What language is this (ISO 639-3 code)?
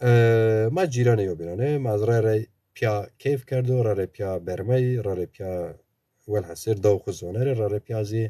zza